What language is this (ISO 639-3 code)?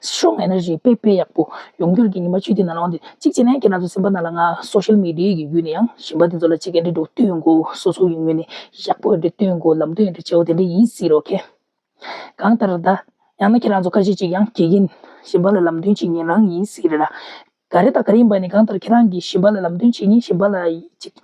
bod